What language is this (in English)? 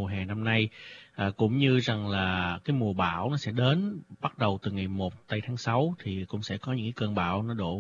Vietnamese